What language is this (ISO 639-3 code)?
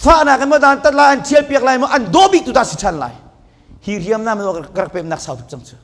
cnh